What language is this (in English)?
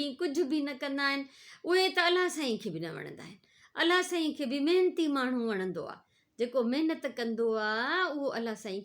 Sindhi